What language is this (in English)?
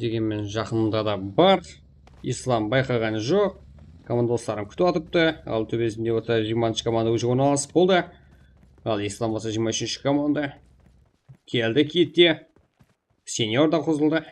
Kara-Kalpak